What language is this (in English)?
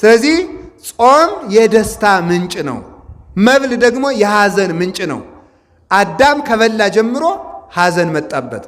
Amharic